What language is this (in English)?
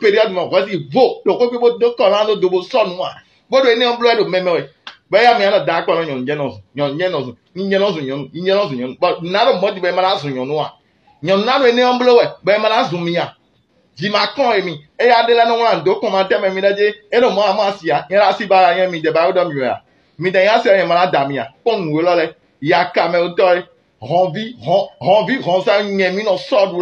Fon